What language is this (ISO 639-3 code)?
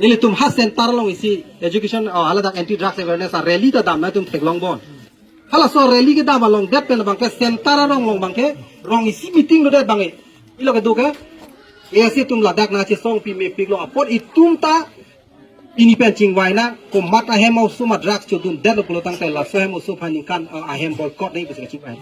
mjw